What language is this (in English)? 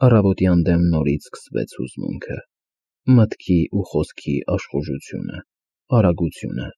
Armenian